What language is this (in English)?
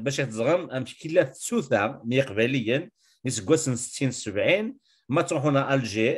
Kabyle